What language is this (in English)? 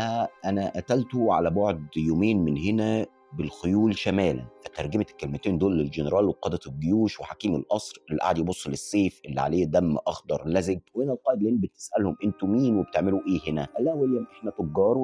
Egyptian Arabic